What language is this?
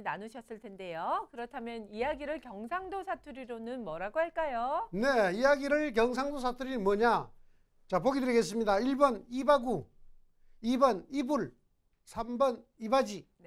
Korean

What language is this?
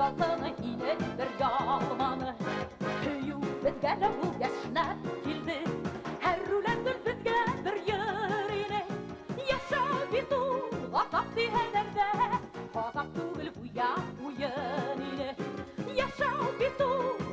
Bashkir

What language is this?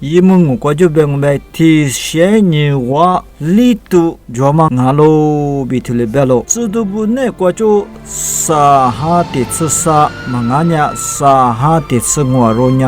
Lisu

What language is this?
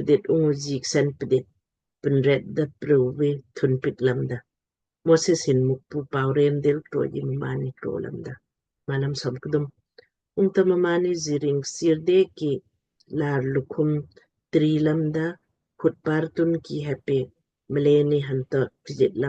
Lamkang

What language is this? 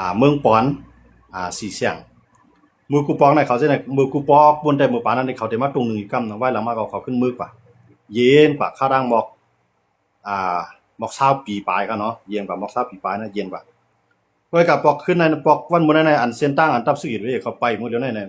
Shan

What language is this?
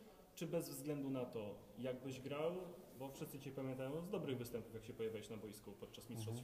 Polish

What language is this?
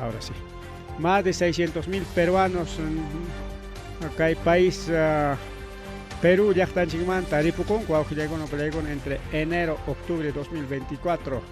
Ayacucho Quechua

